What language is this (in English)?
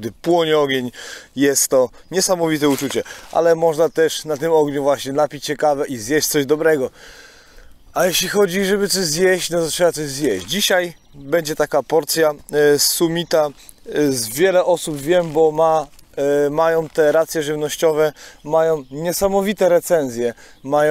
Polish